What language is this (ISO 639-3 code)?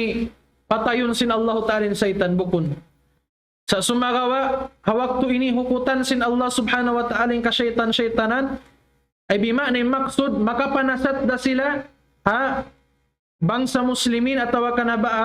tsg